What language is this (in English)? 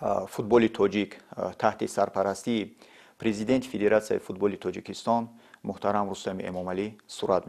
Tajik